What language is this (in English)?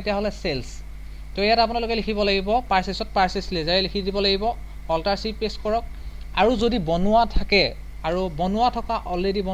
Assamese